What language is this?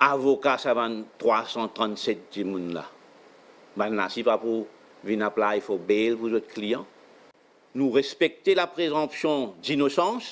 Morisyen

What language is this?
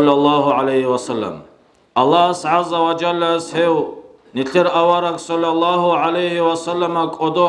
Avaric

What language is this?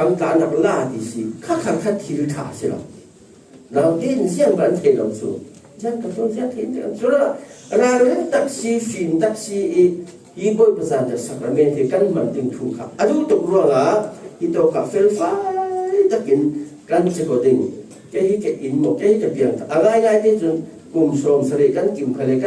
Falam Chin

